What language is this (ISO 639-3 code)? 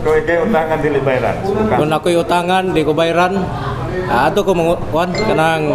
ceb